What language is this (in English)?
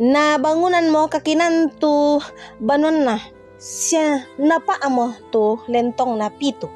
Toraja-Sa'dan